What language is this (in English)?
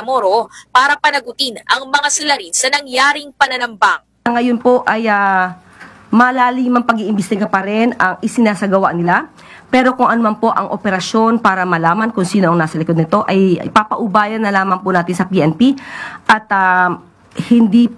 Filipino